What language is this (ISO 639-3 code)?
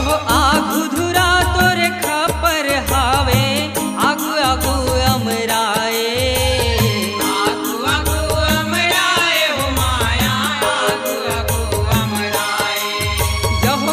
hne